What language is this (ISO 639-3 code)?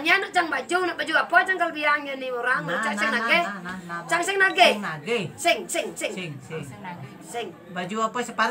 ban